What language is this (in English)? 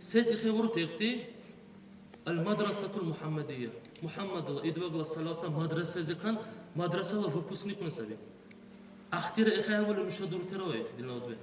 Dargwa